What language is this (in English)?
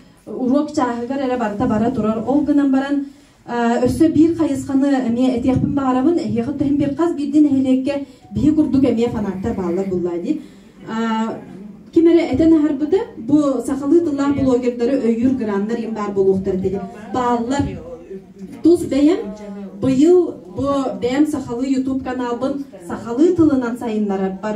Yakut